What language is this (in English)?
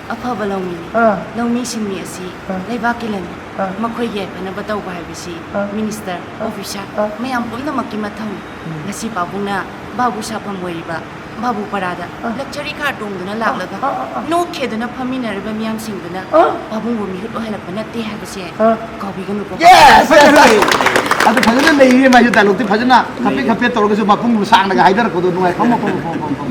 Manipuri